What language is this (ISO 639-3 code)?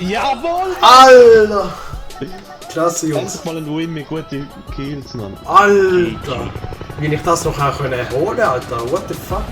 gsw